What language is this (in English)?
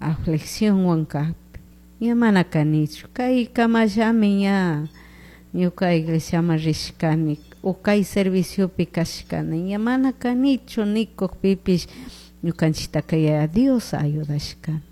Chimborazo Highland Quichua